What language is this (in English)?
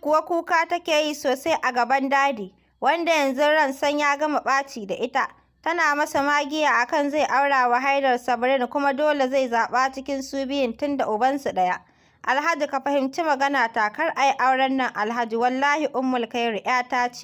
Hausa